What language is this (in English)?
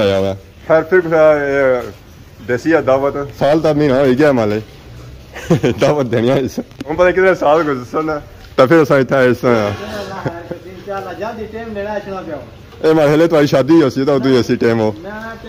Pahari-Potwari